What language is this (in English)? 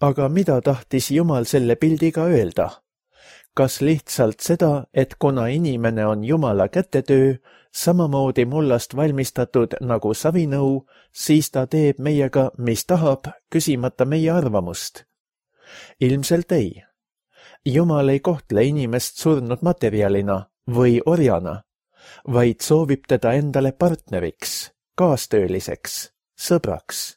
Estonian